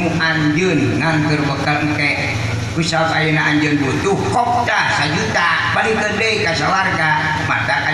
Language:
Sundanese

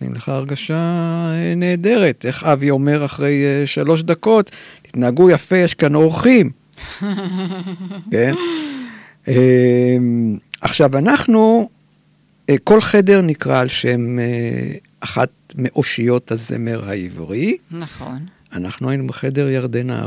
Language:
Hebrew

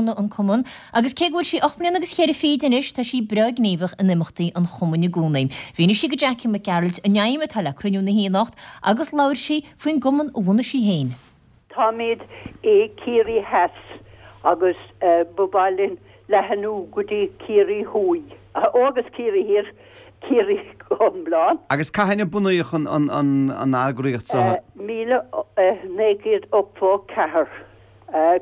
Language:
Irish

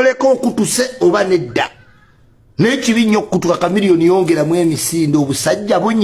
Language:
Ganda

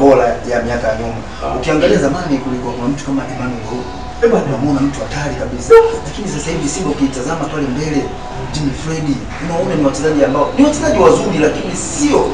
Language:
Swahili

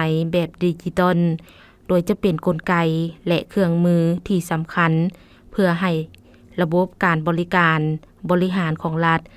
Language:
Lao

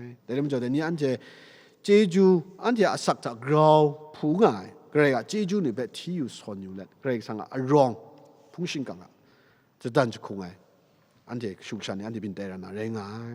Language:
Kachin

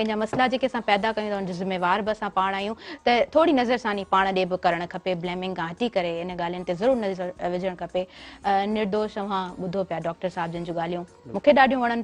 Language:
Sindhi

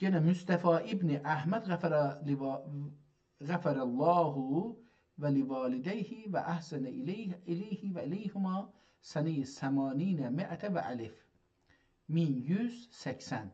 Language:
South Azerbaijani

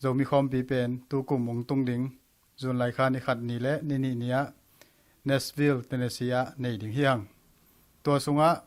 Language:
Tedim Chin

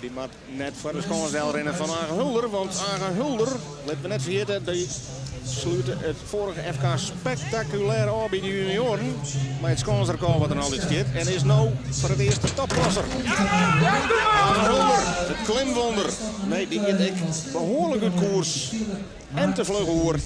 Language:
Western Frisian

